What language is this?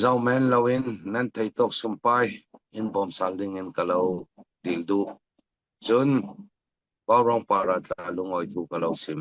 Falam Chin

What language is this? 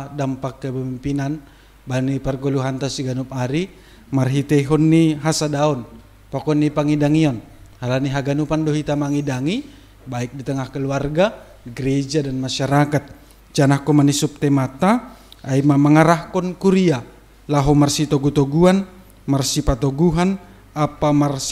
Batak Simalungun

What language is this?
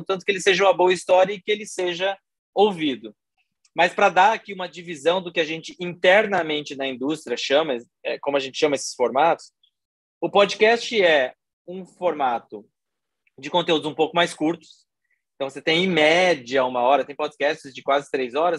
Portuguese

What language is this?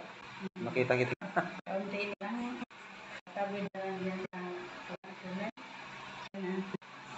Filipino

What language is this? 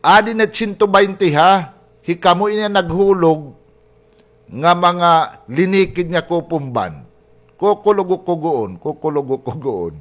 Waray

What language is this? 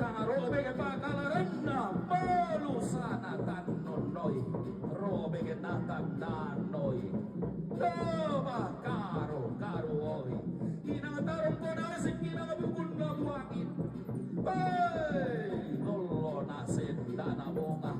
Toraja-Sa'dan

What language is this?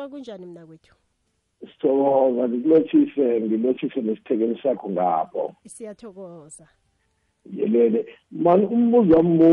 South Ndebele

